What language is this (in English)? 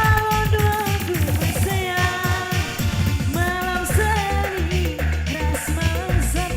Batak Karo